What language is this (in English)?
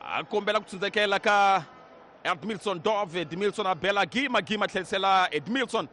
Tsonga